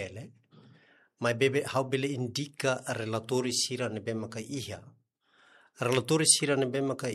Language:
Tetum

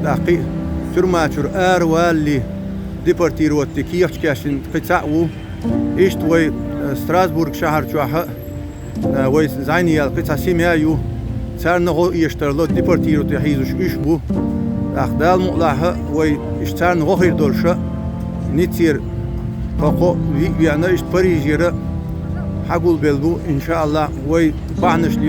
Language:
Chechen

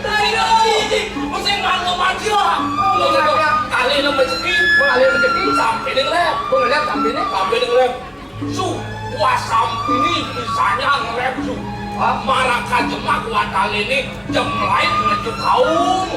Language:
Balinese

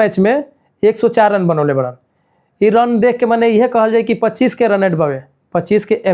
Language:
Bhojpuri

